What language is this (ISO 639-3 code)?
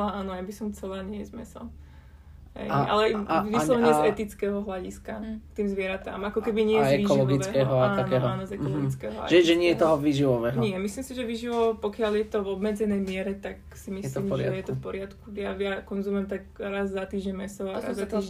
slk